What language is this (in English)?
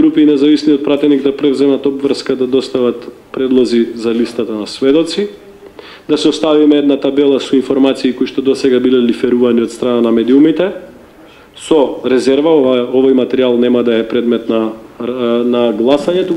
Macedonian